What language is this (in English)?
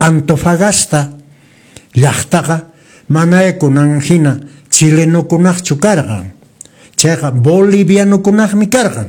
Quechua